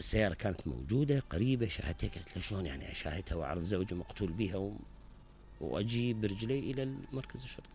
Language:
Mesopotamian Arabic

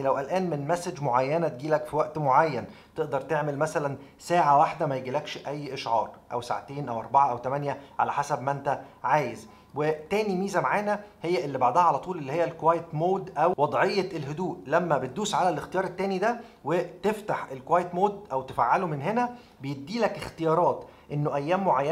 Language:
Egyptian Arabic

